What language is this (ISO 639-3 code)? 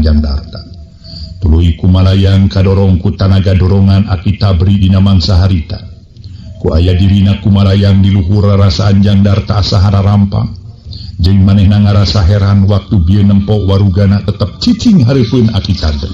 sun